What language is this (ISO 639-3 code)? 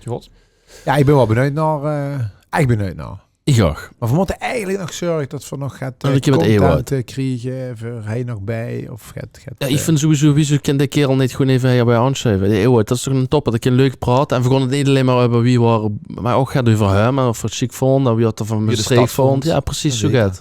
lim